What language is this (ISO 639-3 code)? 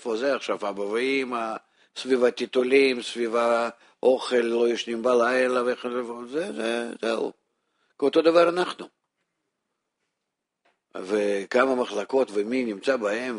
heb